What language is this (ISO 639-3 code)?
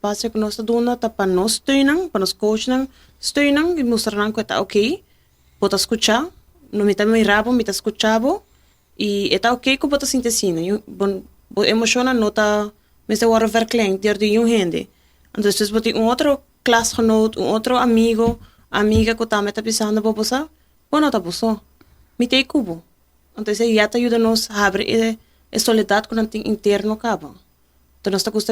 pap